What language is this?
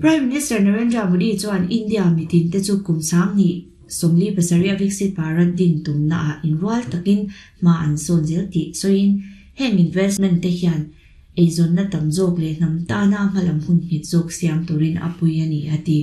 Mizo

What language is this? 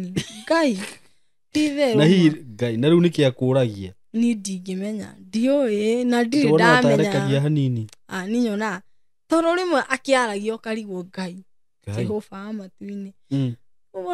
Kikuyu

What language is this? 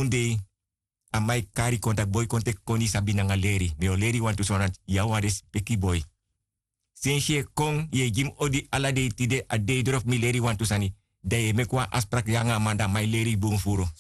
Sranan Tongo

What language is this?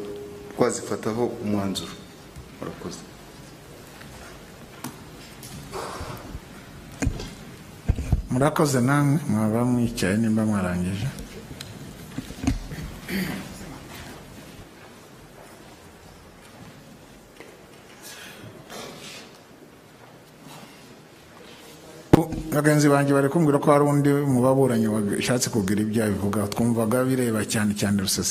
Kinyarwanda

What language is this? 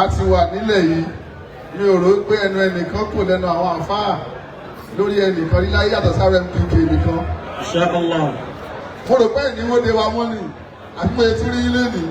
Yoruba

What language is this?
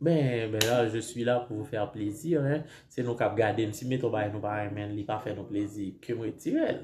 Haitian Creole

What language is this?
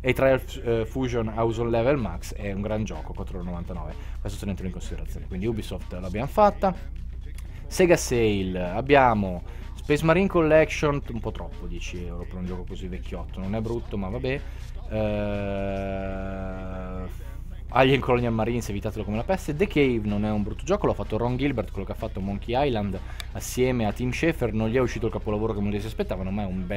Italian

